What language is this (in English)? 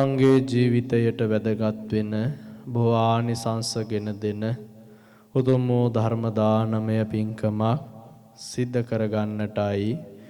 Sinhala